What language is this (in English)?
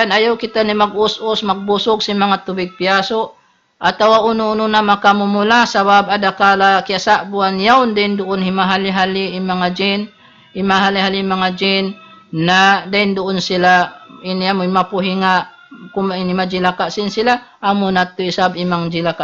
Tausug